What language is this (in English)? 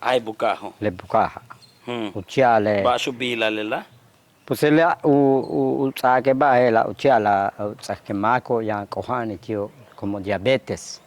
Yucateco